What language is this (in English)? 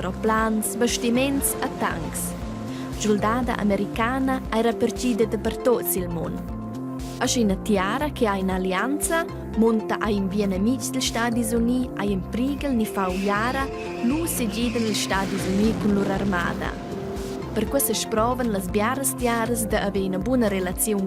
Romansh